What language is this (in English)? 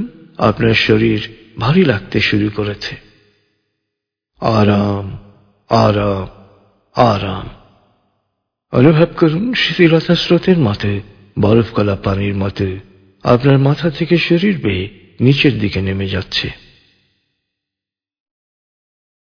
Bangla